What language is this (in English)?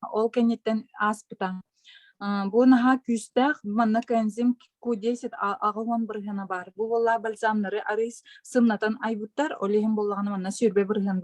Yakut